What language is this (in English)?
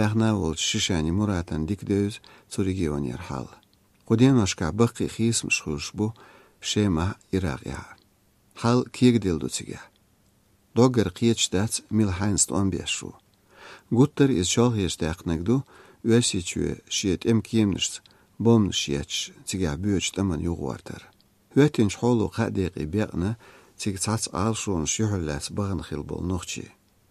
Chechen